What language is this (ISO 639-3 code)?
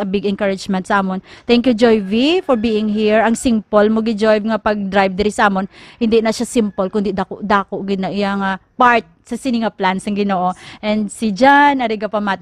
hil